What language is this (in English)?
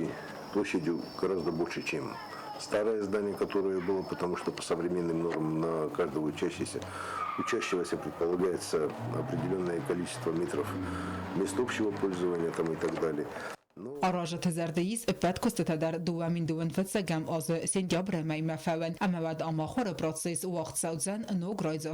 Ossetic